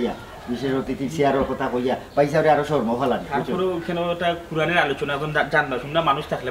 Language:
Sylheti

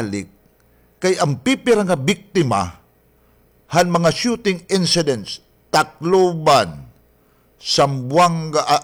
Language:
Waray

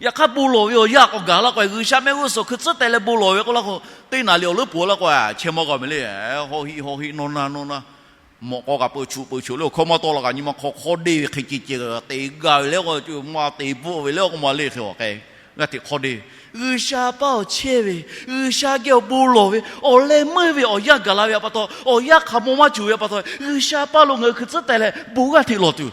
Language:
Lahu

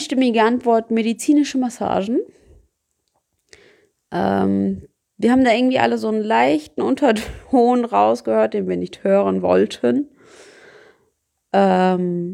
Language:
German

